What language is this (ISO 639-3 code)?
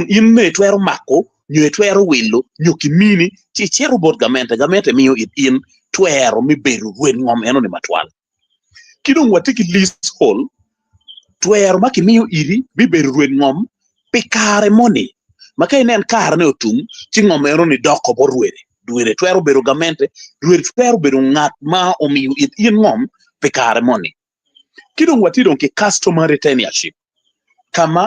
ach